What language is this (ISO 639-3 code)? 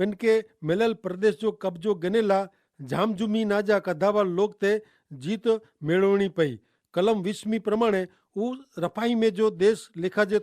kfr